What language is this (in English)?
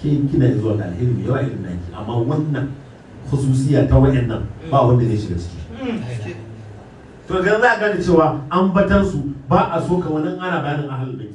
Hausa